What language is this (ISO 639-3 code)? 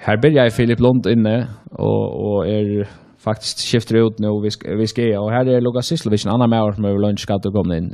fao